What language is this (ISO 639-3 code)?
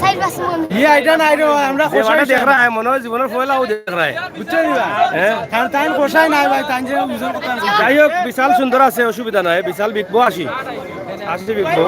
syl